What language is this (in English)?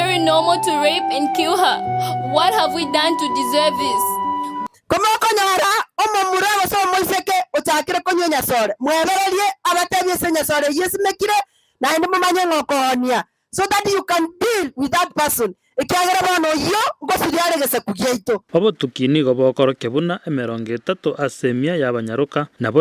Gusii